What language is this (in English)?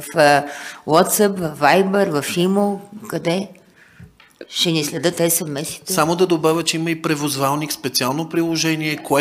Bulgarian